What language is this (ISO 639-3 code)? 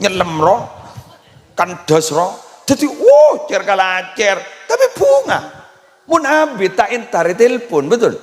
mad